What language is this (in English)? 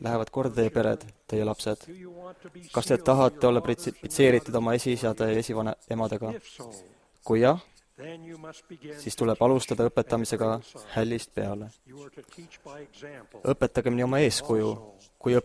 Estonian